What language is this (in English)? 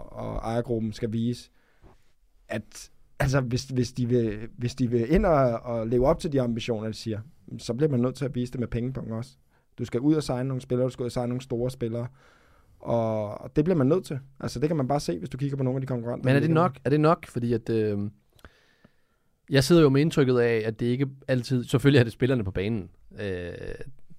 Danish